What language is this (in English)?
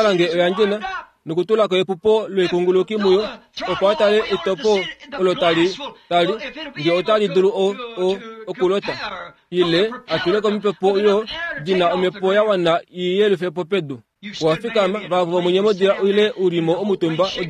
Kuanyama